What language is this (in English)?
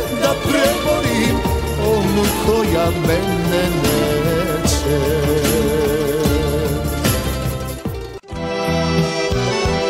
Serbian